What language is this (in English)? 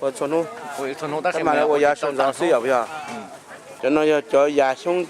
Hmong